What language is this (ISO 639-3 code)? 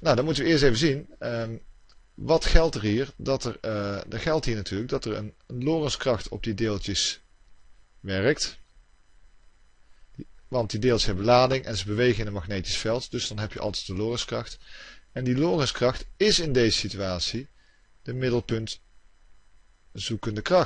nld